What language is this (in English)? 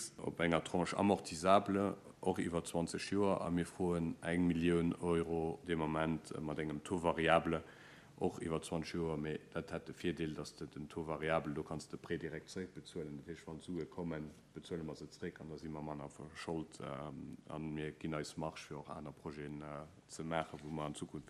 Luxembourgish